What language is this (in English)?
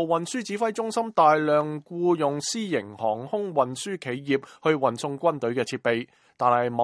Cantonese